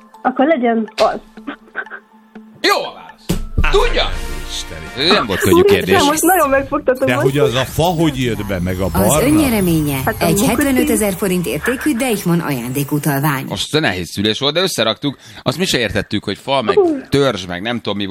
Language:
Hungarian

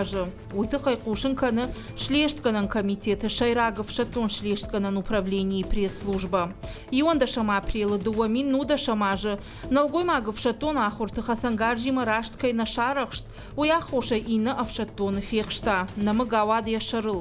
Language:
Ossetic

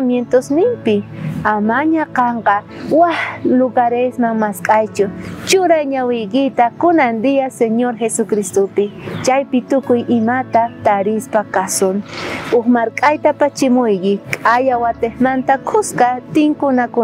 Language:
South Bolivian Quechua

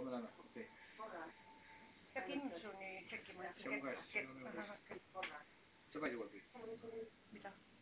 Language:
Estonian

